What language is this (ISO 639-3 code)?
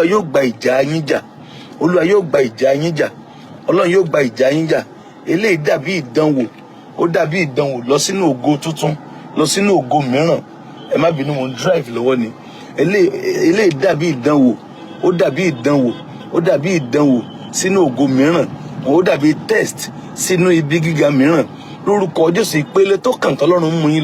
yor